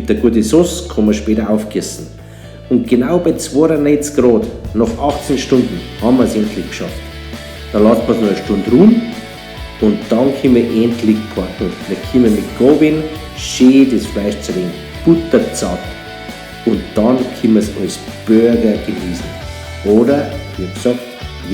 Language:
Bavarian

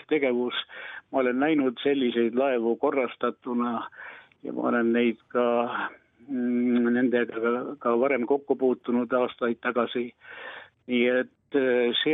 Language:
Estonian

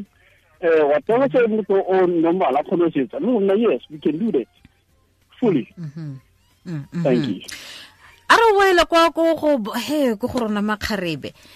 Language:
Tswana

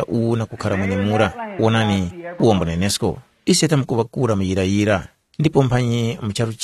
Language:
Tumbuka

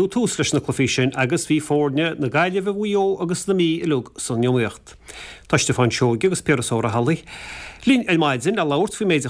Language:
Irish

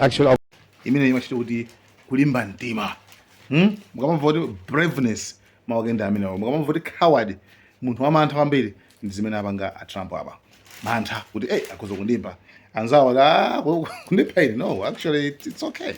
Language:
Nyanja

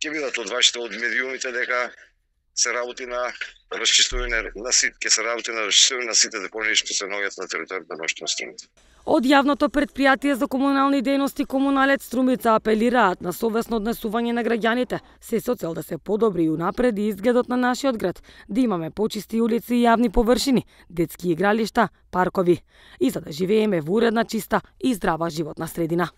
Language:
Macedonian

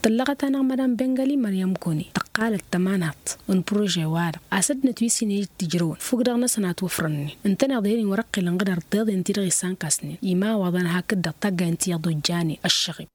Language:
Tamasheq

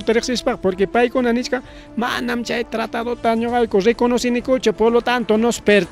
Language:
Ayacucho Quechua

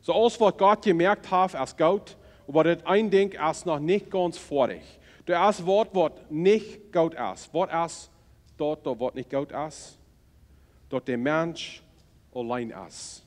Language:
Plautdietsch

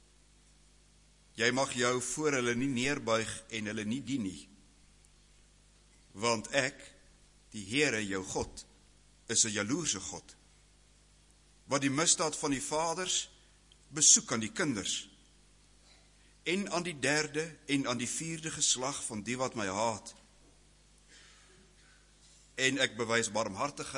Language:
Afrikaans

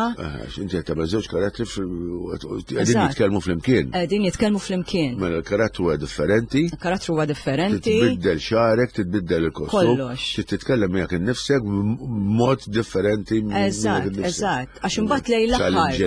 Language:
Maltese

